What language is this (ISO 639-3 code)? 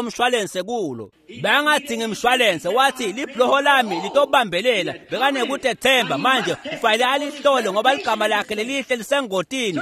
ssw